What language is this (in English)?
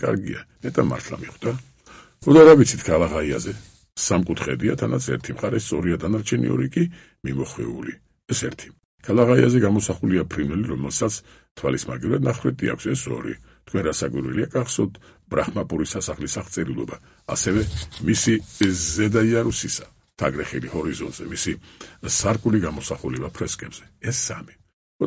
Georgian